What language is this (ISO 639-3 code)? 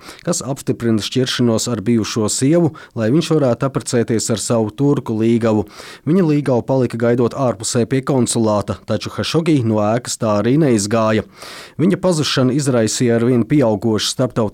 lav